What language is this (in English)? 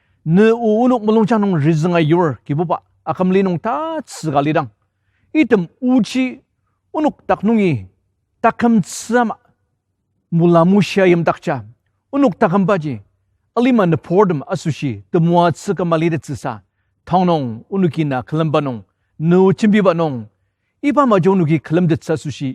Ao Naga